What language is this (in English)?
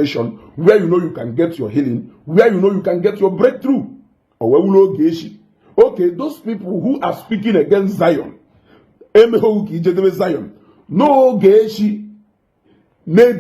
Igbo